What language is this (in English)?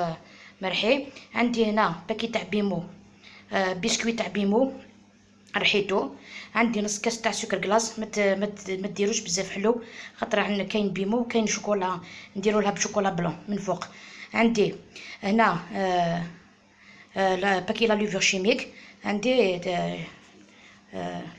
Algerian Arabic